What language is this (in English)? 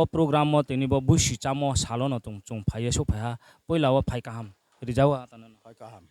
Riang (India)